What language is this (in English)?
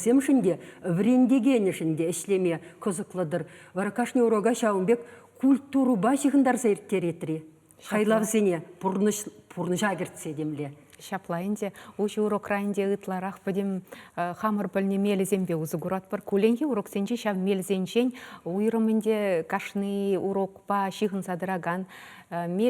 Chuvash